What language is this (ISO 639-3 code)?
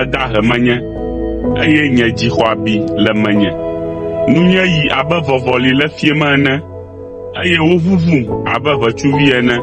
ewe